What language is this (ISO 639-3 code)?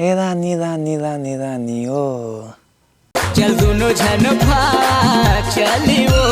hne